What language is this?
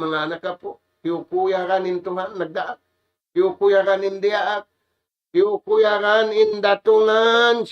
Tausug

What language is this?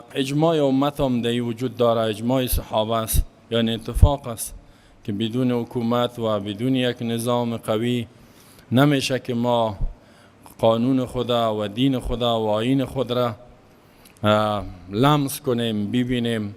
Persian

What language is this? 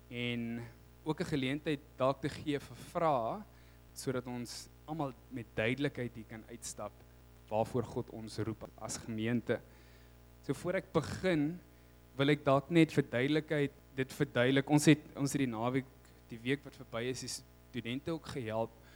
Afrikaans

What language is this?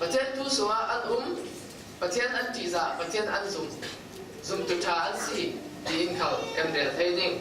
Falam Chin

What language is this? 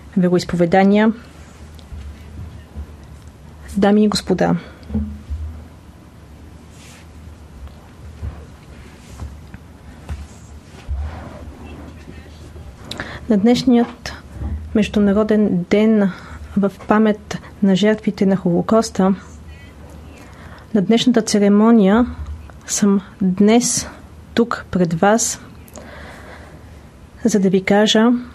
Bulgarian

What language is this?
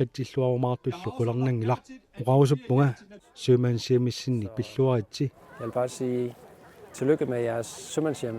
Kalaallisut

